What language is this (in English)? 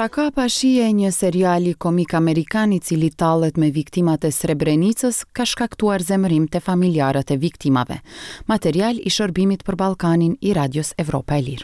Albanian